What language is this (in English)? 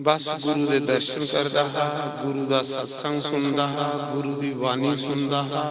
Dogri